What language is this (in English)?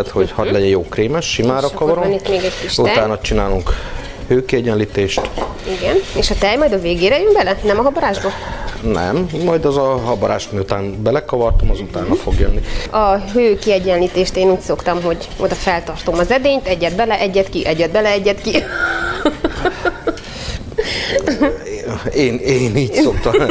Hungarian